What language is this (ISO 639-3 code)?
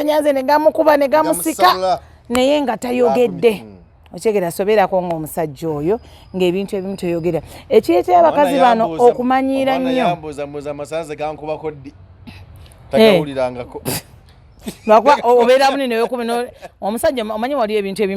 lug